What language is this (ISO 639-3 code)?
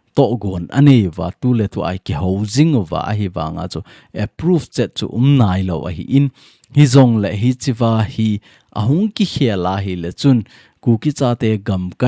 tcz